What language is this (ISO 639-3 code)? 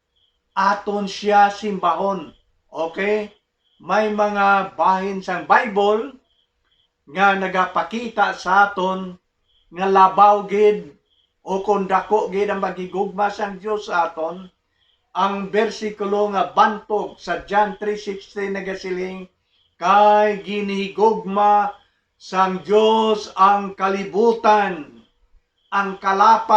hil